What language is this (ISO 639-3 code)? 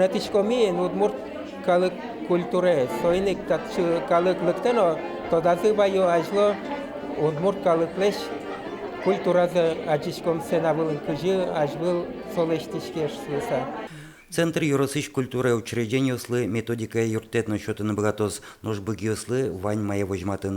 udm